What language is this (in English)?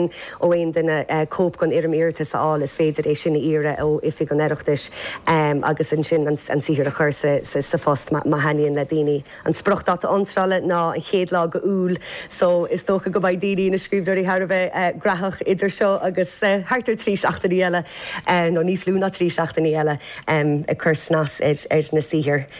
Irish